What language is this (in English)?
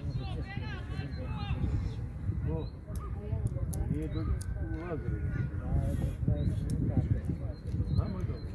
Croatian